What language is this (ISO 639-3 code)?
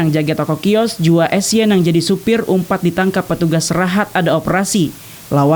bjn